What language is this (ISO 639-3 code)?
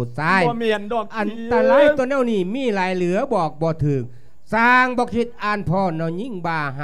lao